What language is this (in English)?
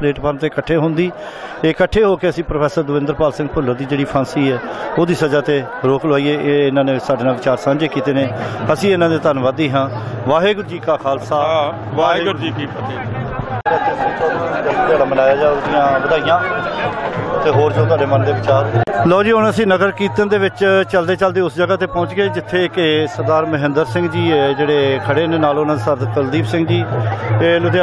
Punjabi